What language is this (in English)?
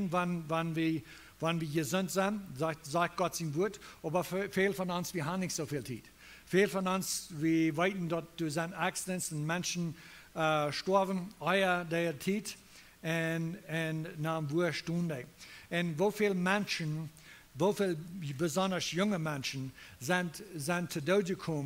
Plautdietsch